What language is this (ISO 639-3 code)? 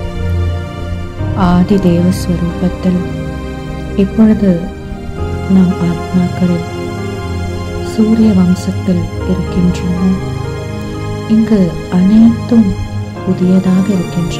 tam